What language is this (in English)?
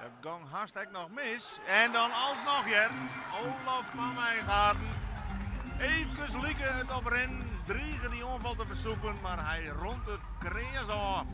Western Frisian